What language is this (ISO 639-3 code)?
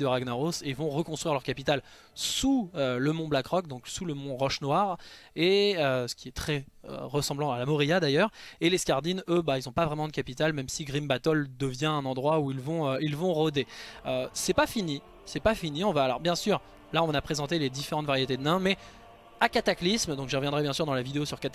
fra